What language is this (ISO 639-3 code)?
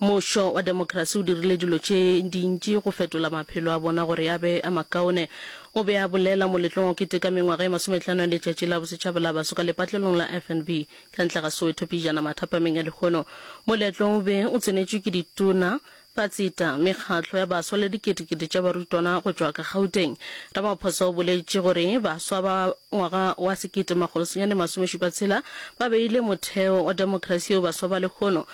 nso